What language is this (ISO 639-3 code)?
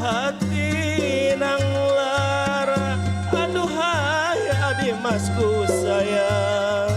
bjn